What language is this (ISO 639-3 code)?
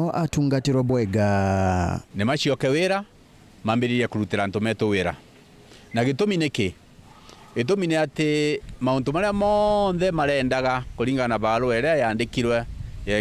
mer